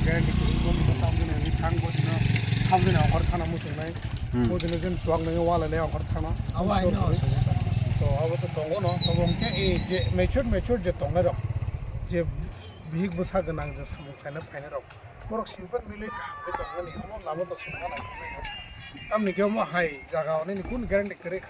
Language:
Kok Borok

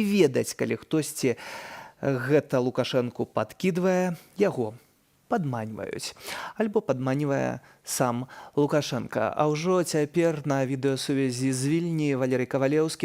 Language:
Belarusian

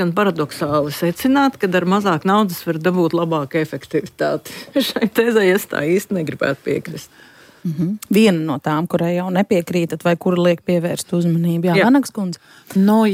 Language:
Latvian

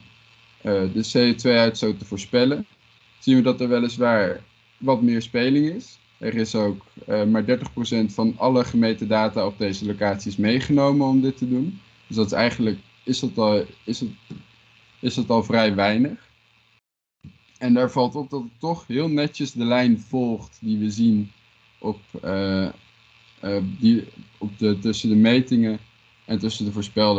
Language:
Dutch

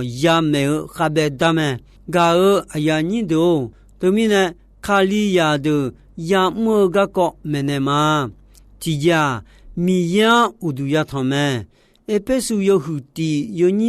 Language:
Akha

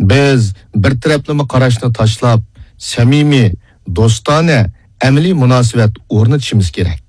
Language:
Uyghur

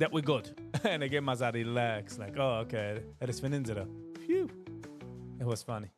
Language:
Yiddish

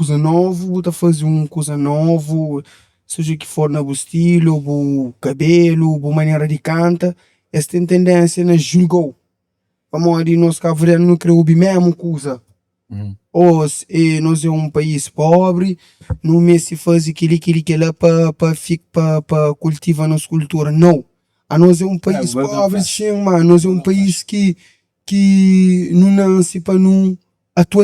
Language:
Kabuverdianu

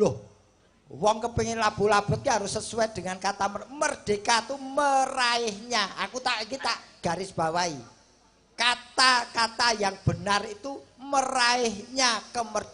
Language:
Javanese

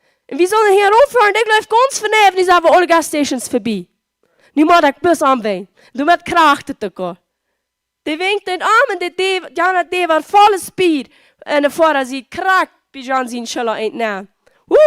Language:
Plautdietsch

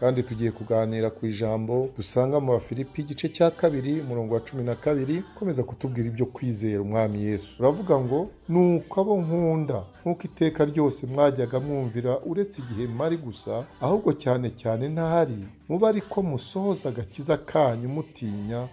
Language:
Kinyarwanda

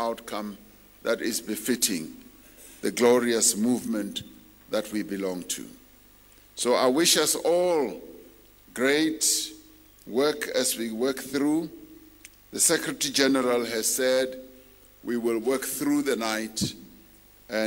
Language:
English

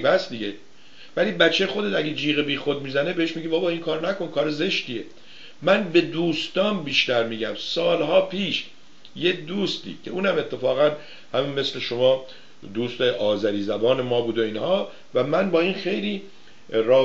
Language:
Persian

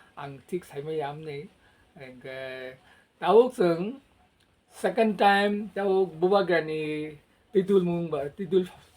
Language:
Kok Borok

